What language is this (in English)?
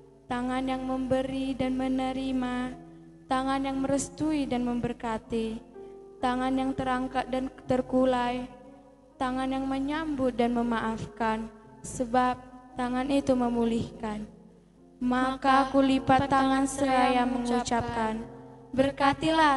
Batak Simalungun